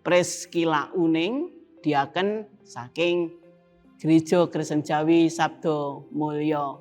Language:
Javanese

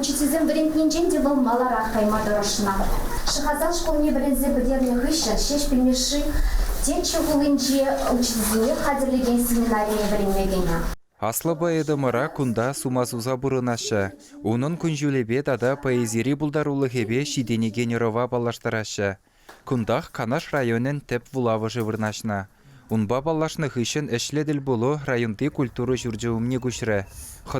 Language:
Chuvash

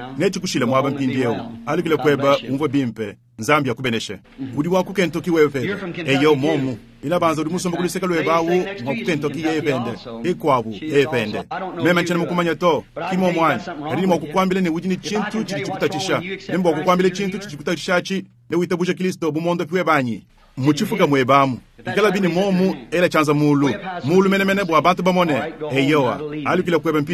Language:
Luba-Lulua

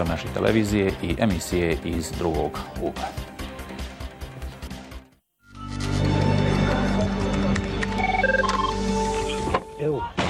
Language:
Bosnian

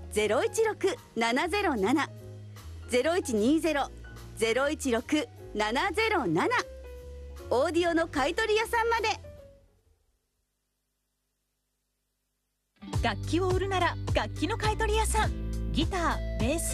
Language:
Japanese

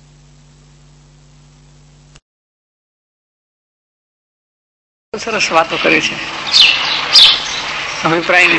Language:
Gujarati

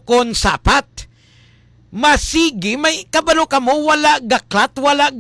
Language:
Hiligaynon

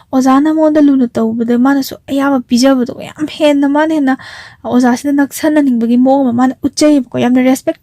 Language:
Manipuri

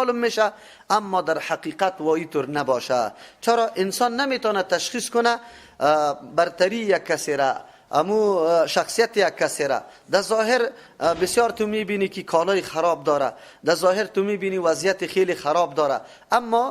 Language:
Persian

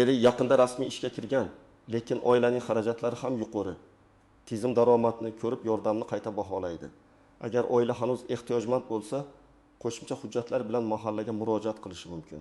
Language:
Uzbek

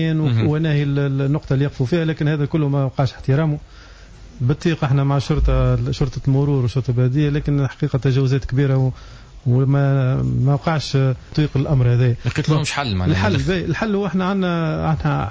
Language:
Tunisian Arabic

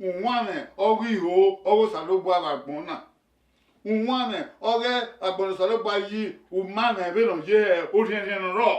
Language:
Bini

